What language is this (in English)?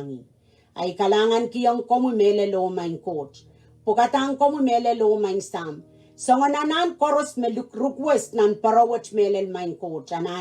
Pohnpeian